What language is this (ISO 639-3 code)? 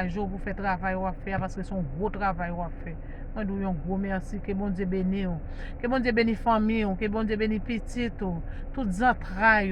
hat